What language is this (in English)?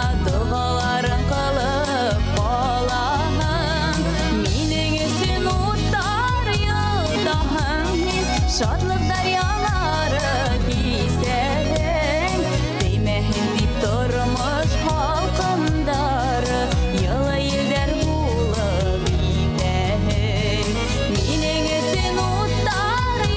Bashkir